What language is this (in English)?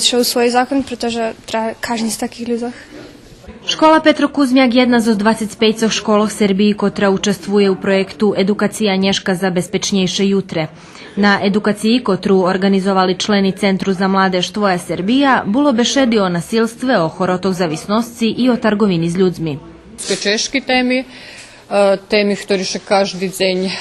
Rusyn